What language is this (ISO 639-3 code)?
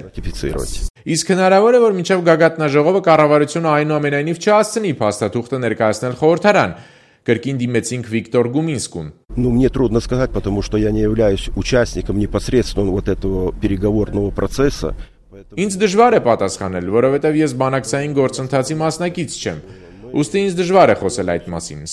hye